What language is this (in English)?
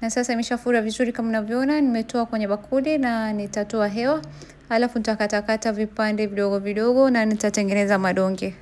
Swahili